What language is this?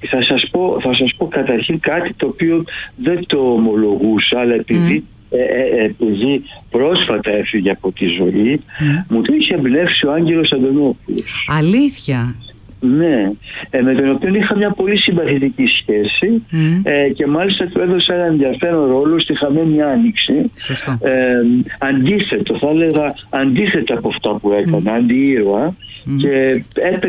Greek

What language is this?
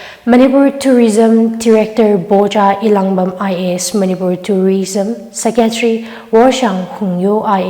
Tangkhul Naga (India)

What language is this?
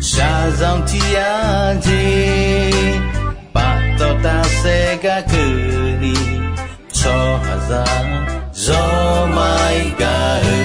Akha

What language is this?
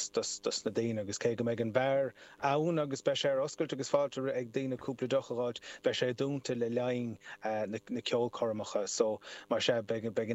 Irish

